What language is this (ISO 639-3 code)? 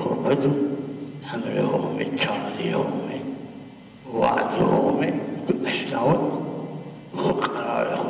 zza